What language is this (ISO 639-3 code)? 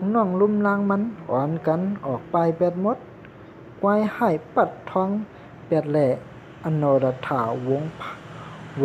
shn